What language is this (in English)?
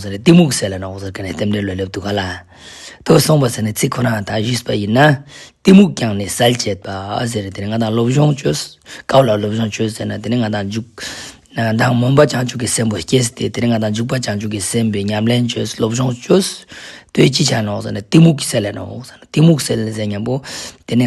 Ladakhi